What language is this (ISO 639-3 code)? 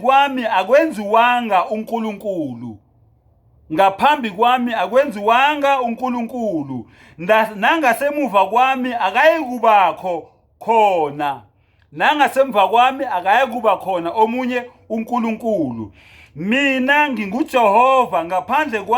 zul